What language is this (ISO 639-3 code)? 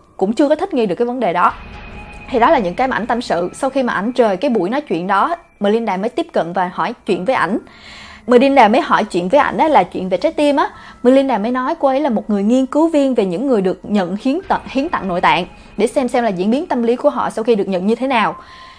vie